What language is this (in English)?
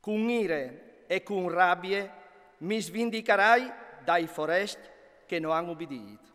Friulian